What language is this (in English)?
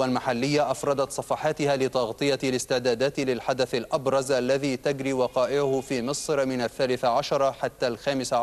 Arabic